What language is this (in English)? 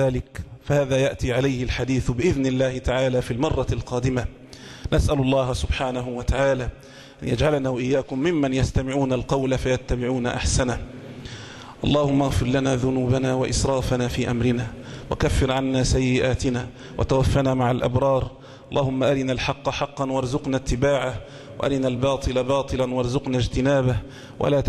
Arabic